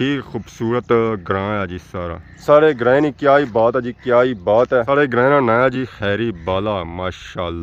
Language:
Pahari-Potwari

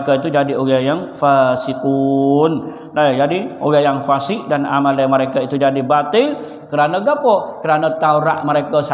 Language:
Malay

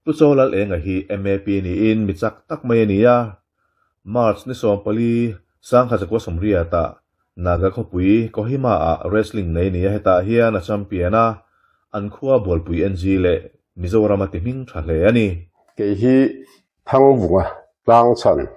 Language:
Mizo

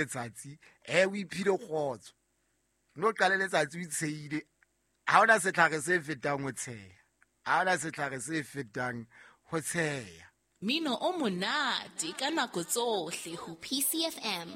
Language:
Southern Sotho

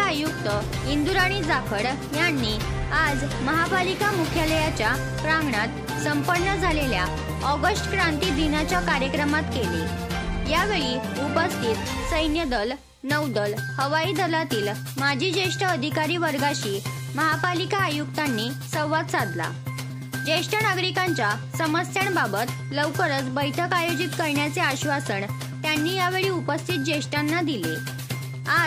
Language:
Marathi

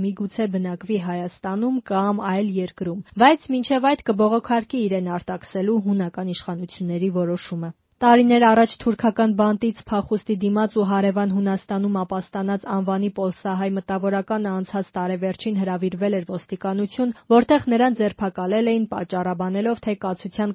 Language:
Armenian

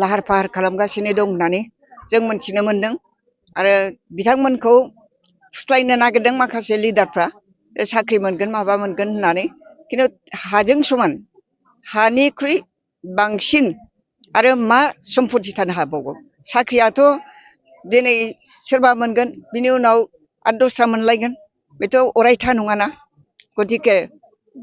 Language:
Bodo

